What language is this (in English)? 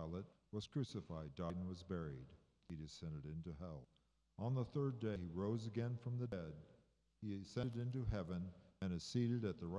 English